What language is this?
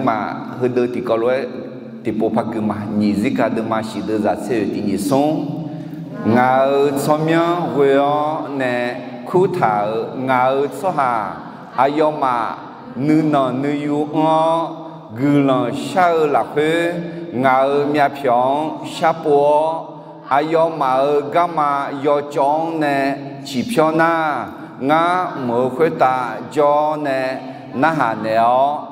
Akha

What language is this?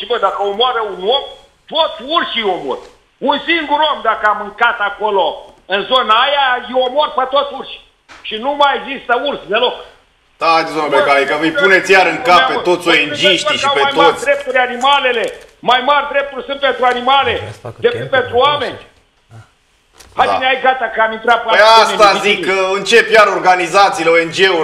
Romanian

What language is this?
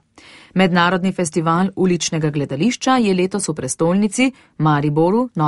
Slovenian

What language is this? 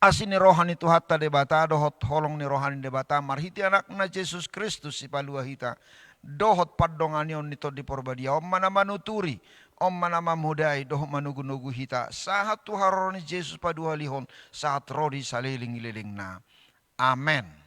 Batak Toba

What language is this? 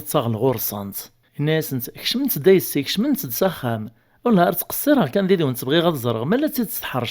Kabyle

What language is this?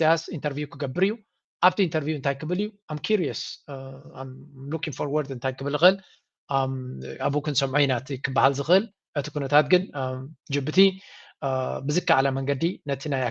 Tigrinya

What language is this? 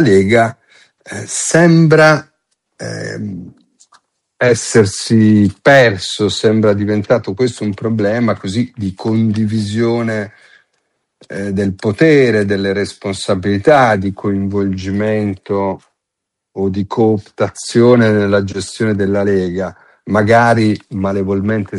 Italian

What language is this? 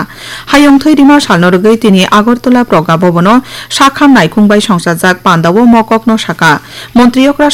Kok Borok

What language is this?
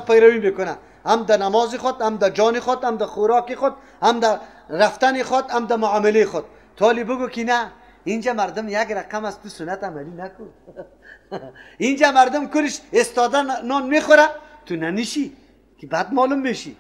Persian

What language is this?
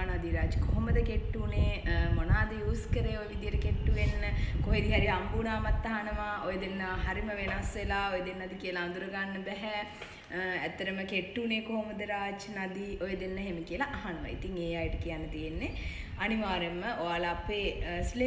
Sinhala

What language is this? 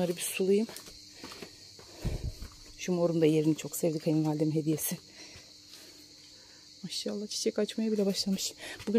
Turkish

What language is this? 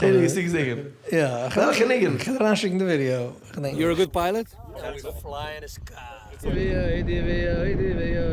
Yiddish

